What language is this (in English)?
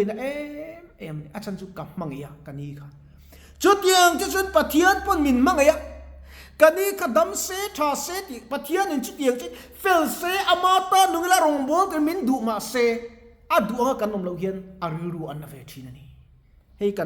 Mizo